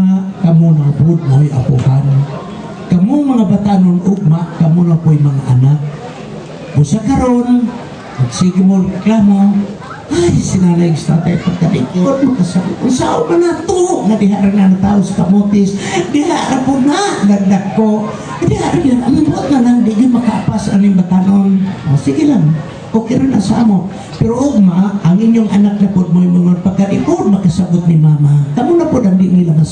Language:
Cebuano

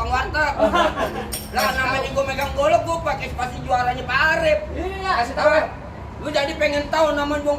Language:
Betawi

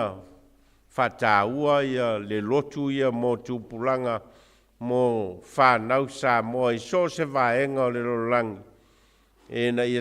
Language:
Samoan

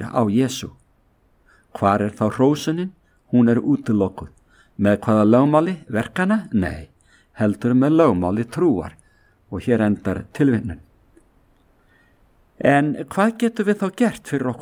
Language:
Icelandic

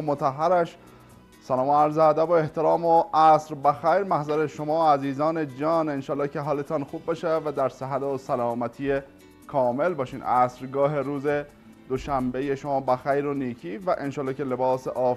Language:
Persian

